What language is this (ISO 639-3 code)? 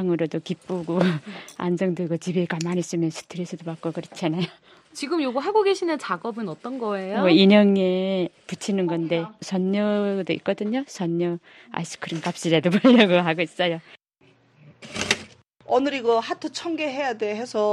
kor